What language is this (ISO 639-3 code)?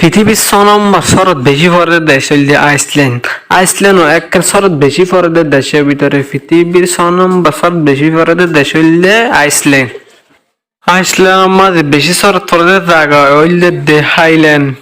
rhg